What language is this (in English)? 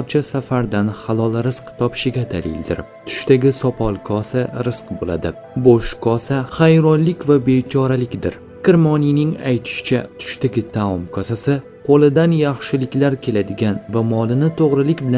Uzbek